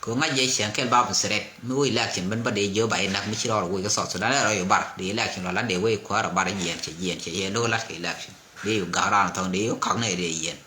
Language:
Nuer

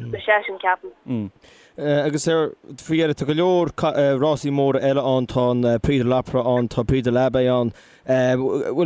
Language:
Irish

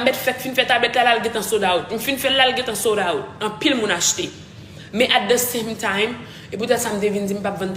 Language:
Haitian Creole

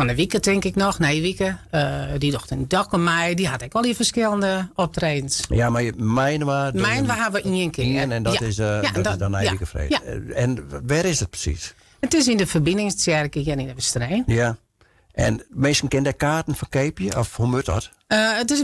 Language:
Western Frisian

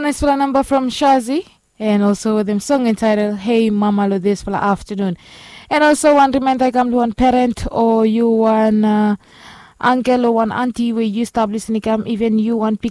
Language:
Bislama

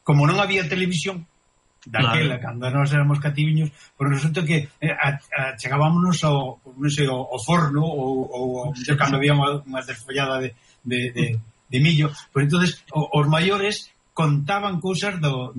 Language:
Galician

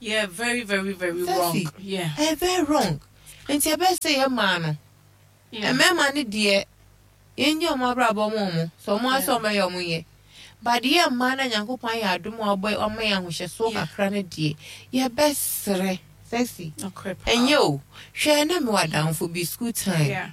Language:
Akan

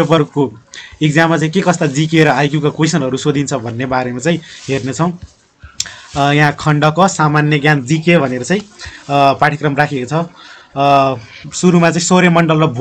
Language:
Nepali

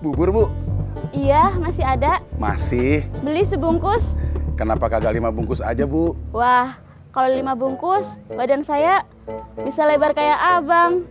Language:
Betawi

